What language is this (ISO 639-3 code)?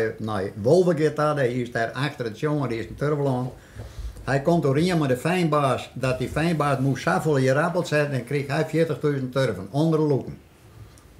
fry